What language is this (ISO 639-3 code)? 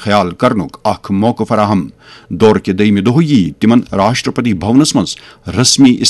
kas